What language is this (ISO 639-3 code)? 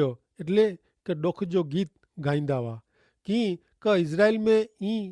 kfr